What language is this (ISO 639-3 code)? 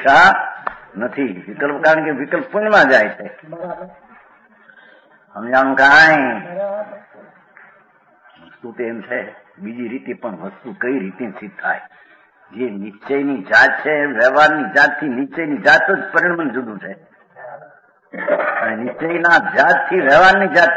guj